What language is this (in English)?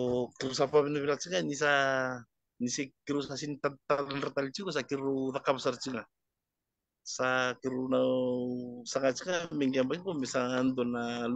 Fijian